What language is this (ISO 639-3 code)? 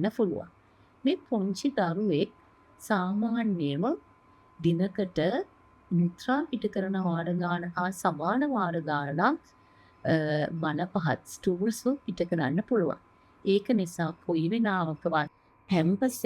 sin